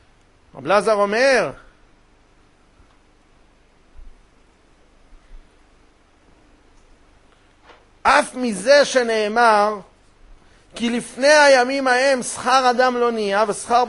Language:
Hebrew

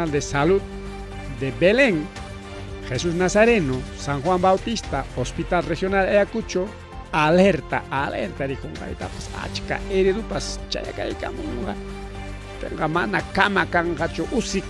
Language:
Ayacucho Quechua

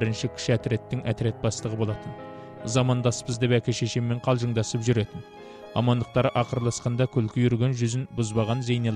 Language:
Kazakh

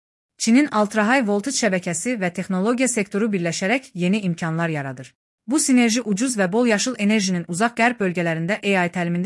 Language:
Azerbaijani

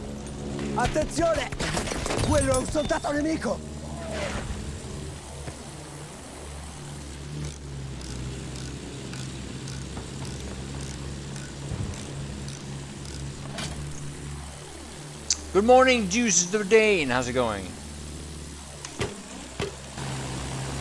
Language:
English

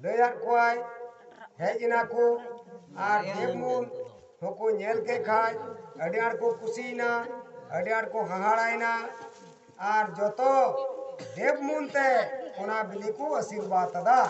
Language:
Santali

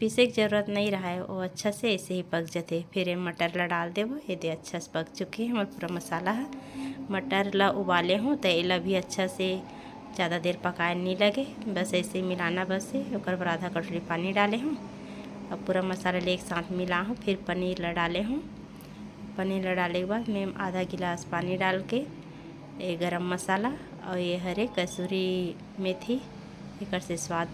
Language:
Chhattisgarhi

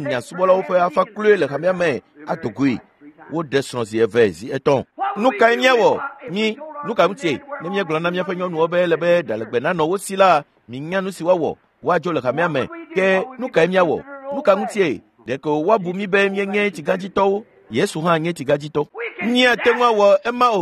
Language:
Ewe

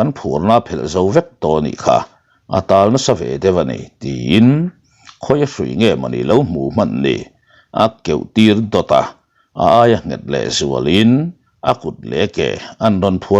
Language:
Mizo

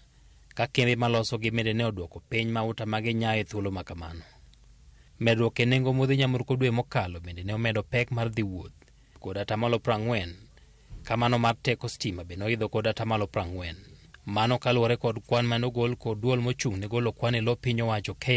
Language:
Luo (Kenya and Tanzania)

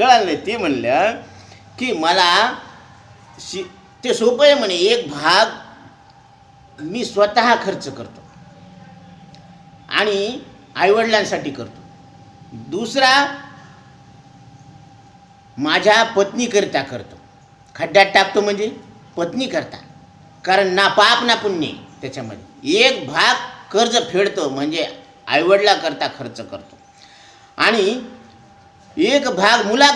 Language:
Marathi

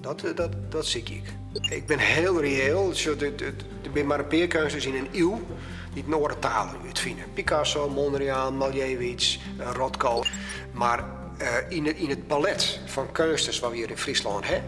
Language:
Western Frisian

